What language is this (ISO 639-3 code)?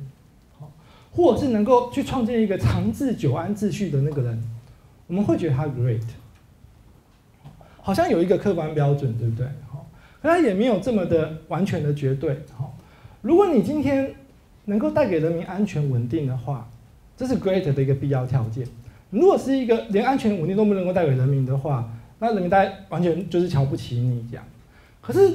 zho